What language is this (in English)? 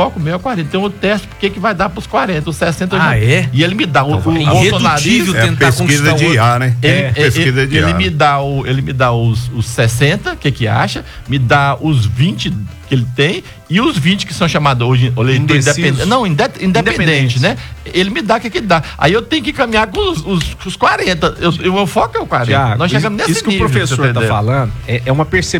Portuguese